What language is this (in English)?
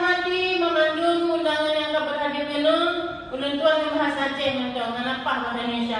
Achinese